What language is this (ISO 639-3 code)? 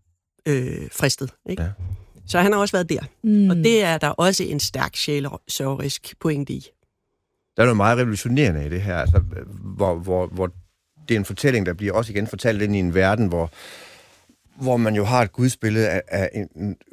dan